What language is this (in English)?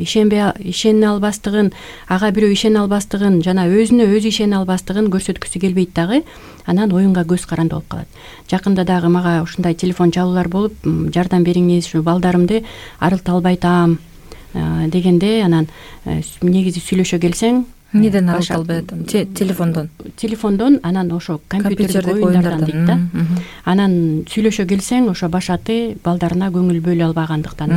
Kyrgyz